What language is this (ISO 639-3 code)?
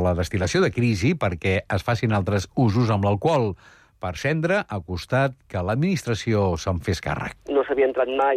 cat